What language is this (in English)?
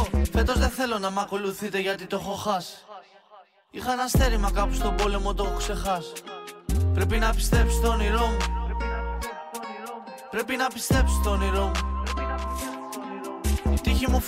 Greek